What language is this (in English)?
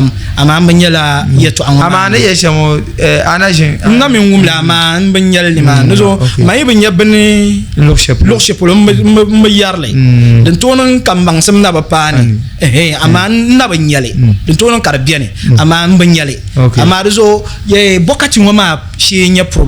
Dagbani